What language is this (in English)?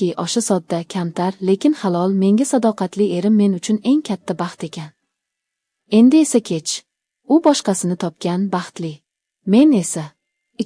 Uzbek